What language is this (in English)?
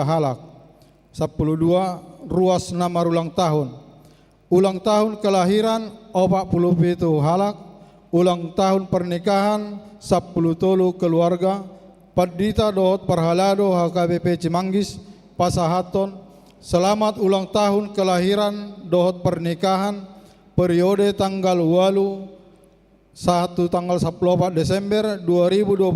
Batak Toba